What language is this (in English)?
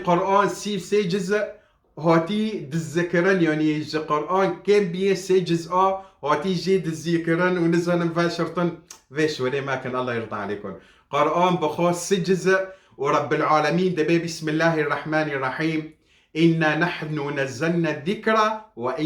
Kurdish